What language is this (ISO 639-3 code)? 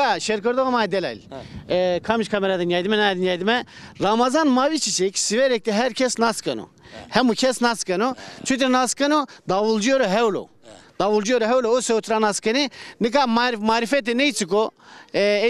zza